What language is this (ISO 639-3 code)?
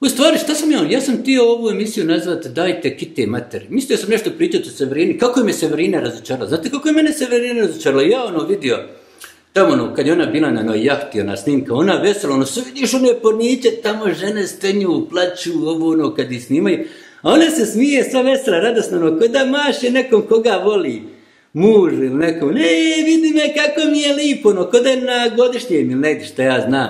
bos